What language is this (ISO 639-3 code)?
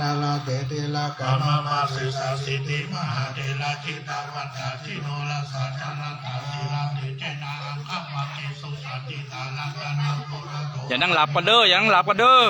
pli